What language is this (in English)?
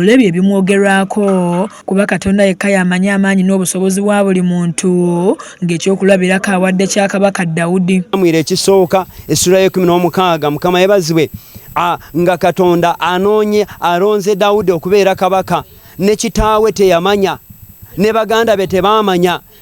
Ganda